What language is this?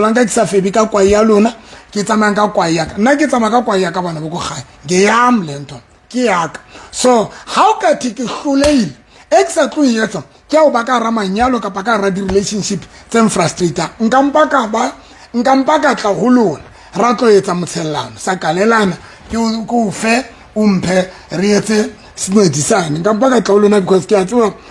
Southern Sotho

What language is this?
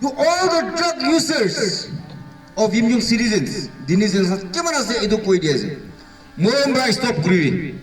Naga Pidgin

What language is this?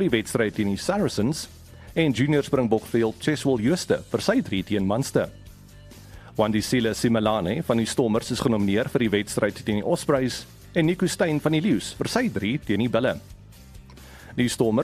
Afrikaans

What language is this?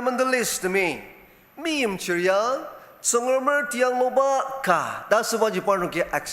Ao Naga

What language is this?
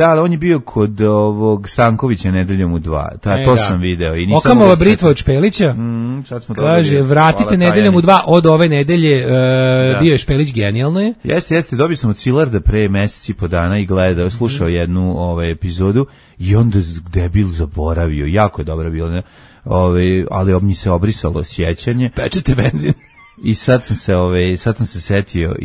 Serbian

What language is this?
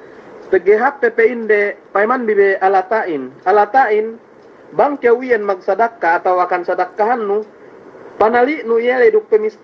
Yakan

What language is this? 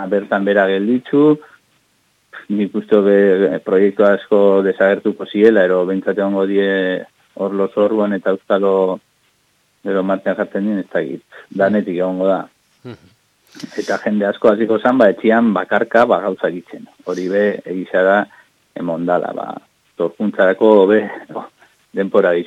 Basque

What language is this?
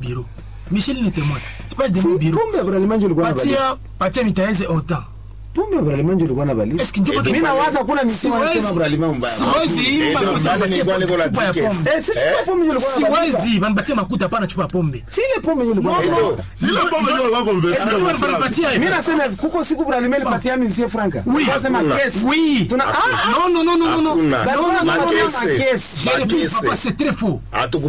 Swahili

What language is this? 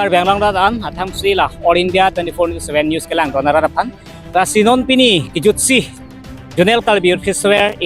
Karbi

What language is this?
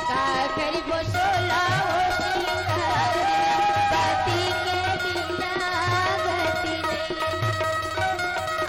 Chhattisgarhi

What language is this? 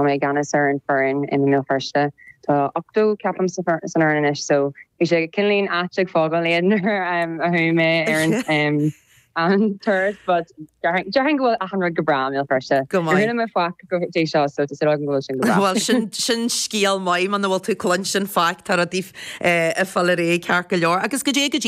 Irish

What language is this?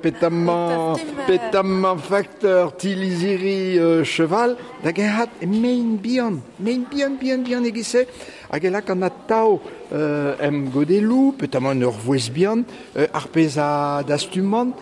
Breton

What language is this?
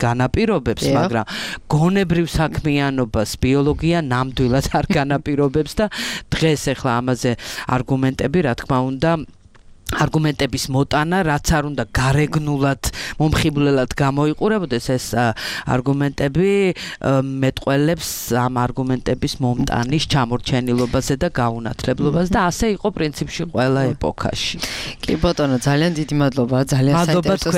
Georgian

